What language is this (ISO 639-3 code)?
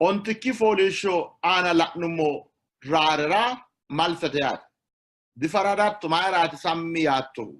sid